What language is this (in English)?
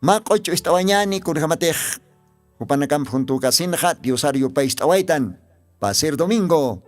Aymara